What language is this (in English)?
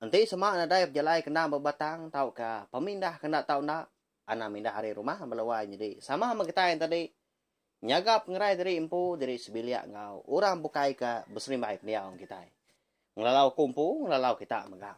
Iban